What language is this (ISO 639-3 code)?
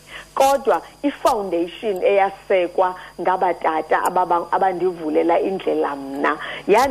xho